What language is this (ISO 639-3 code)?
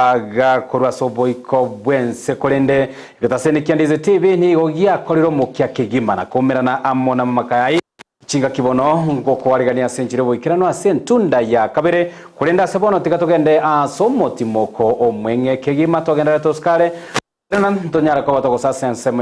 guz